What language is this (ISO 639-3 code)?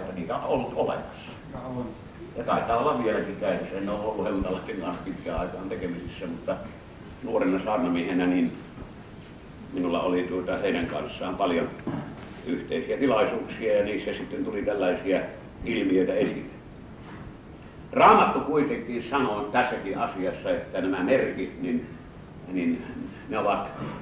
fin